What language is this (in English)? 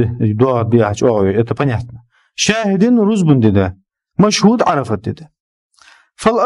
Ingush